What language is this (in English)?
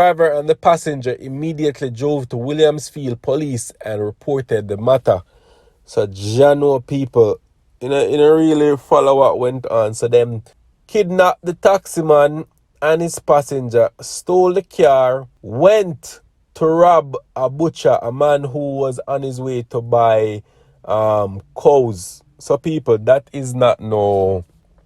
Jamaican Creole English